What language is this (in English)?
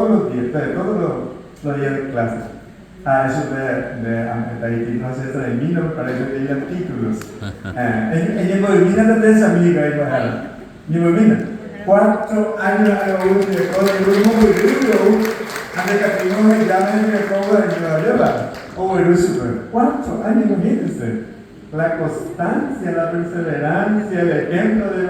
Guarani